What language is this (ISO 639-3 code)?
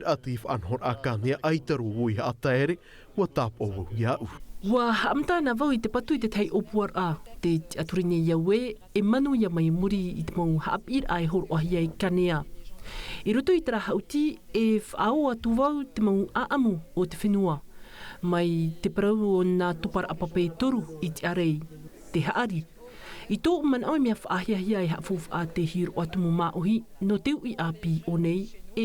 tah